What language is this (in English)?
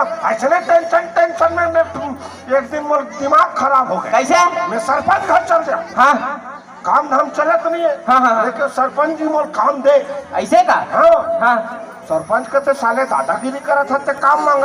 Chhattisgarhi